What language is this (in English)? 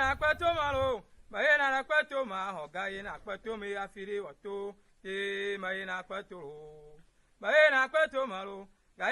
Ewe